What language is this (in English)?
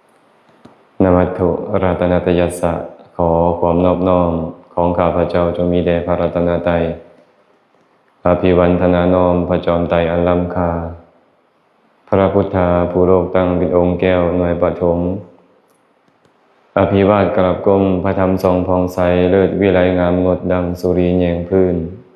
Lao